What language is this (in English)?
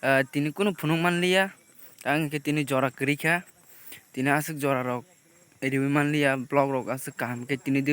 Kok Borok